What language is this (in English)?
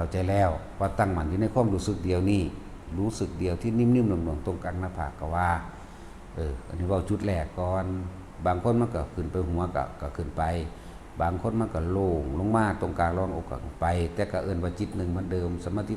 Northeastern Thai